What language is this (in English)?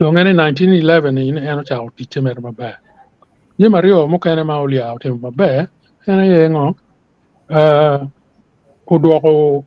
Acoli